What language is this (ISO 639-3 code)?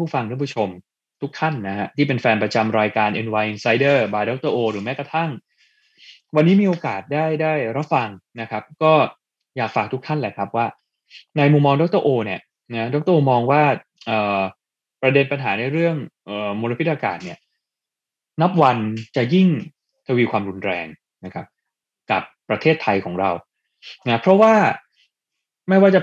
tha